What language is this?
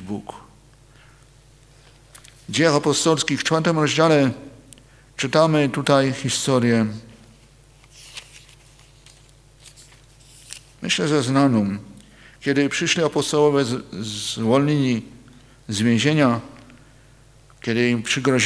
Polish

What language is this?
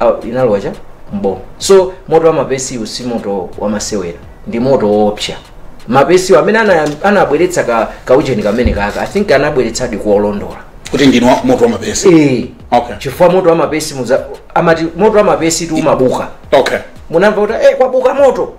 Nyanja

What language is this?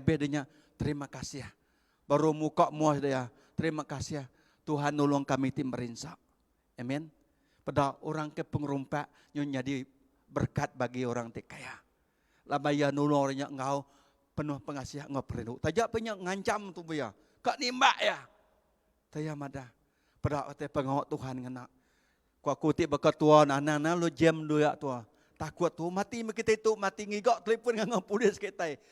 Iban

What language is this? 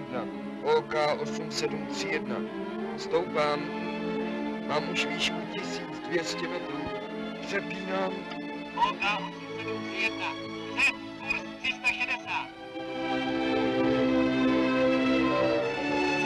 Czech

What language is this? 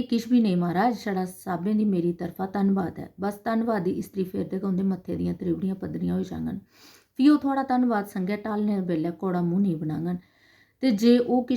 Dogri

